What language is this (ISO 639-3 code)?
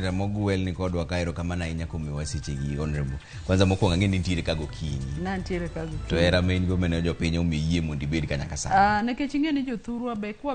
luo